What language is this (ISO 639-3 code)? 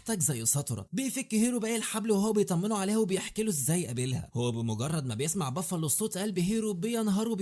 arz